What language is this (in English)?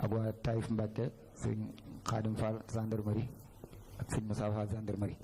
Wolof